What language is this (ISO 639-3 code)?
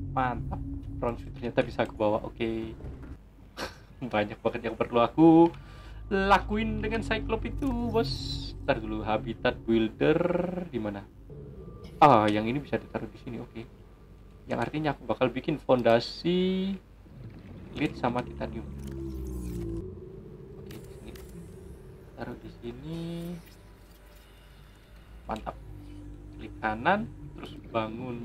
ind